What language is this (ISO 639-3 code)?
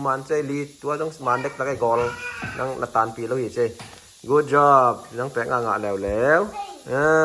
ctd